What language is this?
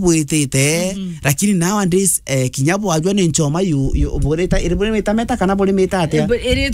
Meru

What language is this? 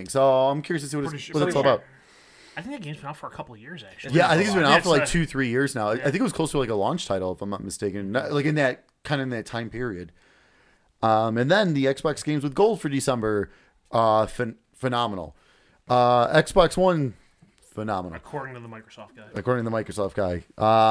English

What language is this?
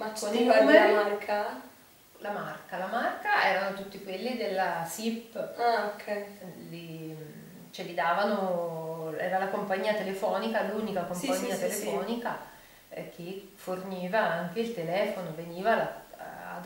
Italian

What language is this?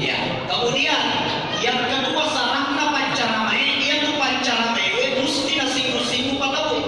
Buginese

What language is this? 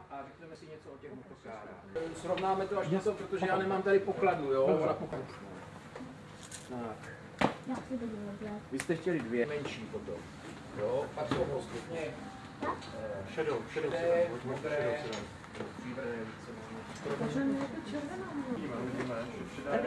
Czech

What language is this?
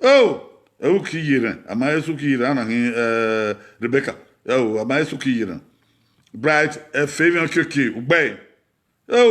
Bini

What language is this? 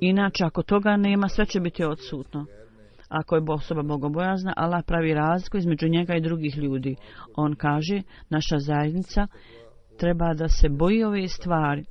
Bosnian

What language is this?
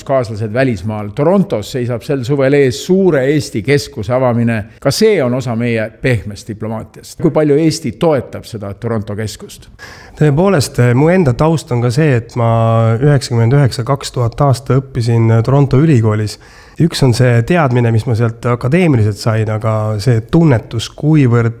Estonian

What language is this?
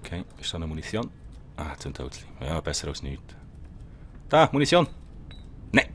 Swiss German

